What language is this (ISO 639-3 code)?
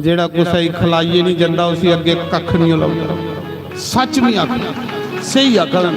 doi